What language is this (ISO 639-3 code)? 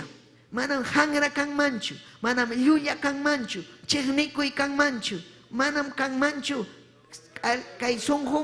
quy